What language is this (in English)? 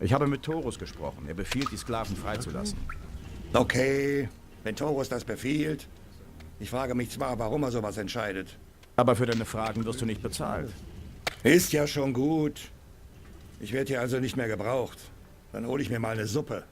Bavarian